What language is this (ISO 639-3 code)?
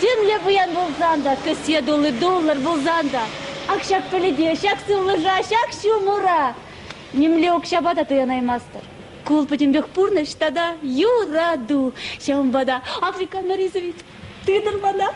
chv